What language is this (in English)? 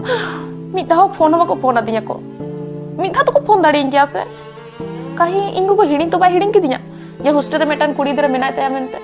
Santali